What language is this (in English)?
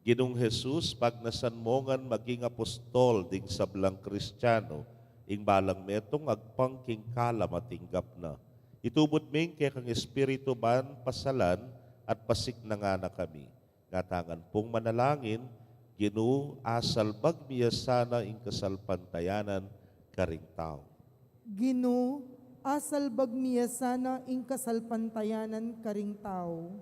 Pampanga